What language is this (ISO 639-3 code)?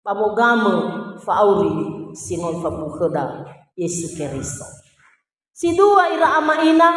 nia